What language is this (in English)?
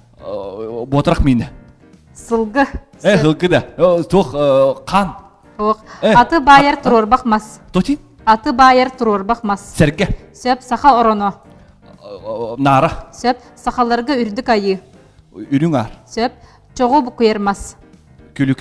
Yakut